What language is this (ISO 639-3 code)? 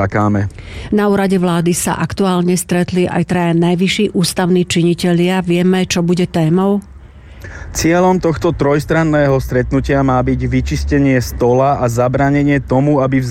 slk